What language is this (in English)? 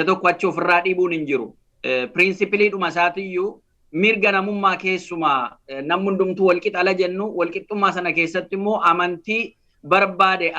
Oromo